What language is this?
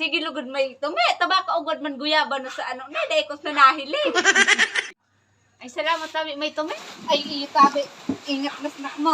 Bikol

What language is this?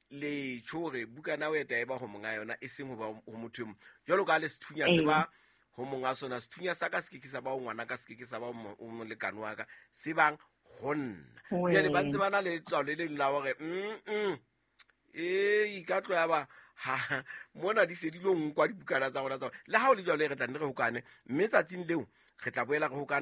Southern Sotho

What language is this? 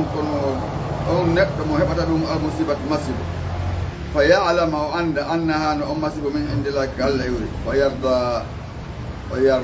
Fula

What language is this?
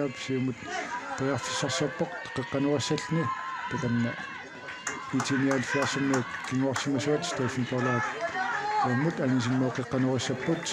Kalaallisut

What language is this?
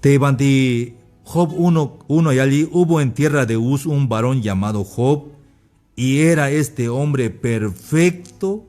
Tzeltal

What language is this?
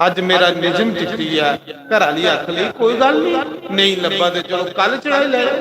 Dogri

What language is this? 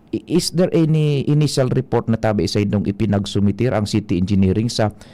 Bikol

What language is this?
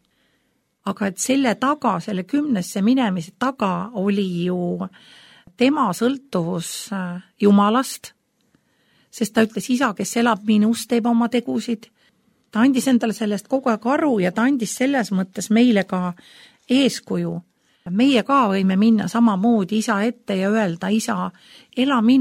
Estonian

